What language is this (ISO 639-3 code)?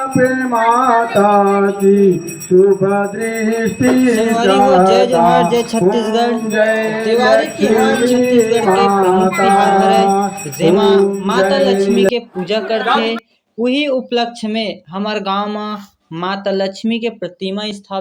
hne